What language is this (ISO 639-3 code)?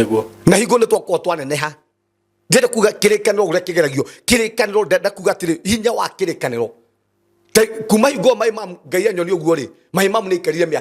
kik